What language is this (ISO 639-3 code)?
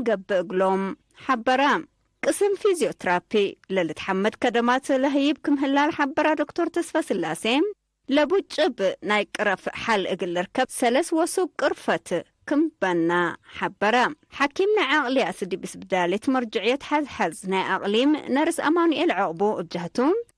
tig